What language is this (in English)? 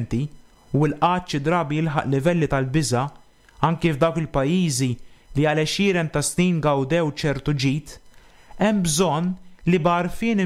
Maltese